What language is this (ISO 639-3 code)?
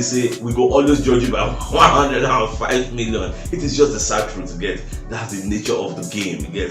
pcm